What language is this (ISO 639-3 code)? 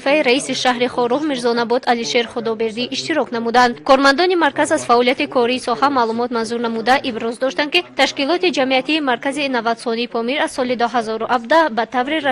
tgk